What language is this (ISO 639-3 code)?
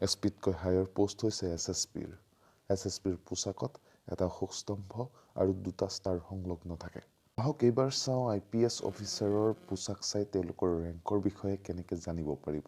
asm